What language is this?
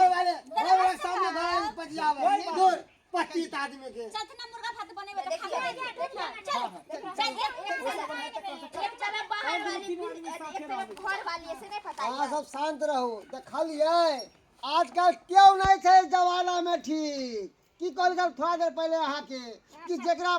Maithili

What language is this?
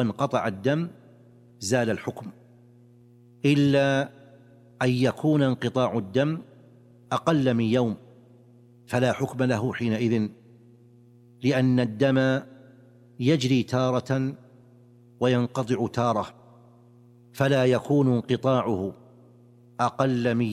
Arabic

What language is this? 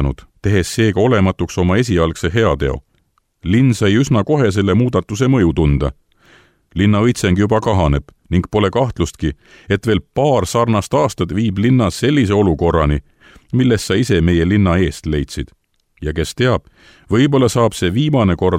Estonian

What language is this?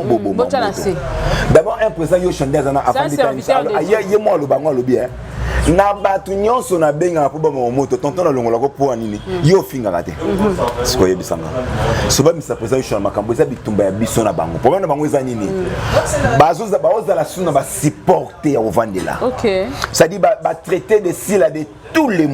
Lingala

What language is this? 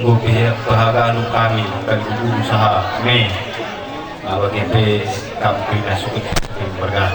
Batak Karo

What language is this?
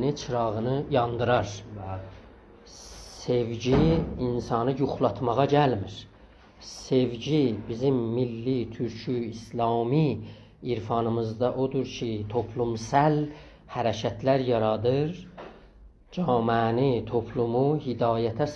South Azerbaijani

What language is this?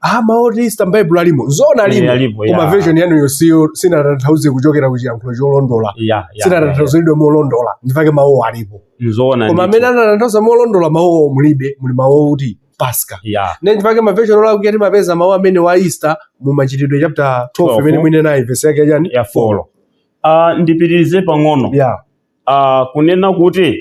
Nyanja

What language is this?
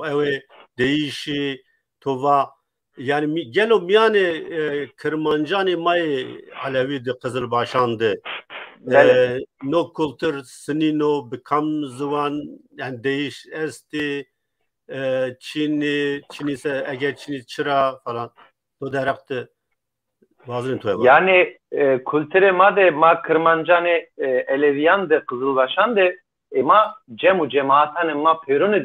Zaza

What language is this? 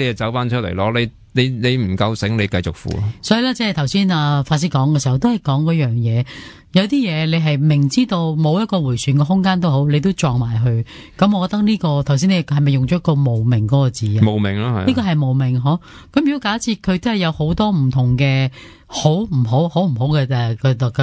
Cantonese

